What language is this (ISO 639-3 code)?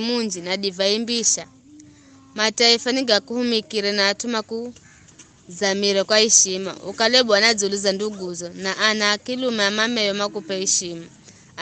nyf